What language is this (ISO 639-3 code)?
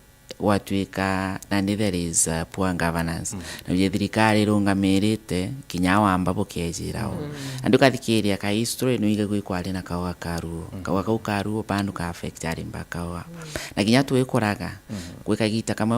mer